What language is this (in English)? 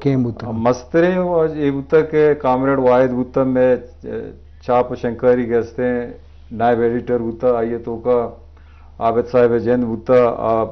Eastern Balochi